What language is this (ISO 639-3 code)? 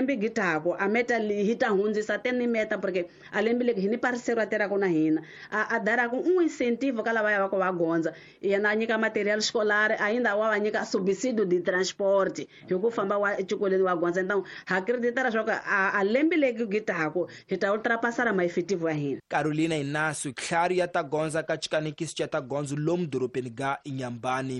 tso